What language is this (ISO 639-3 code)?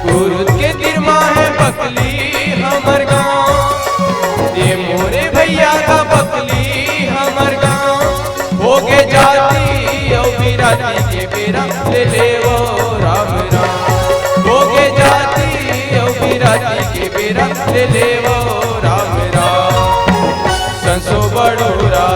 hne